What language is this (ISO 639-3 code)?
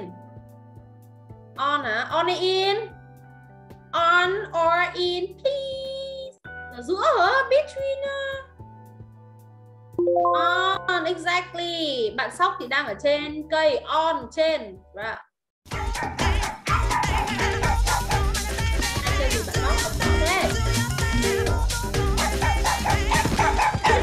vie